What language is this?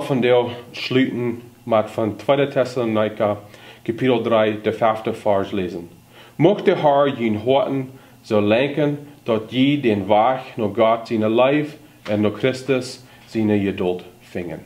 Plautdietsch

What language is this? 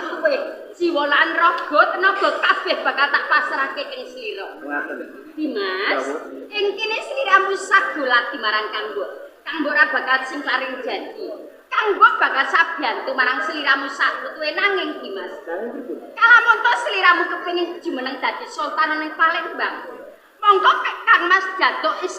Javanese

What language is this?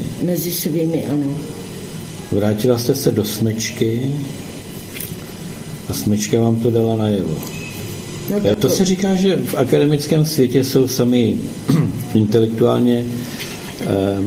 Czech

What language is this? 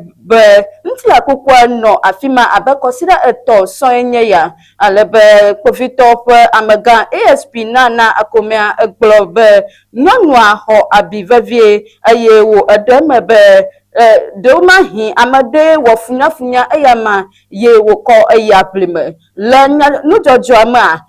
Ewe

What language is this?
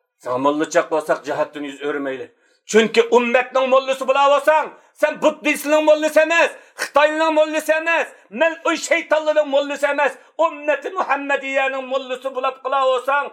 Uyghur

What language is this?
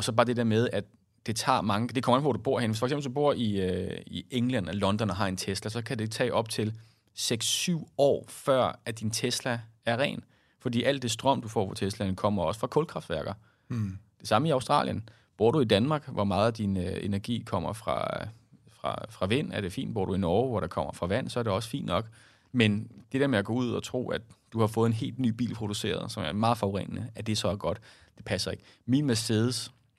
Danish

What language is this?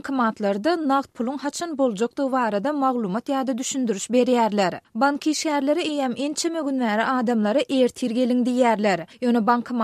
Turkmen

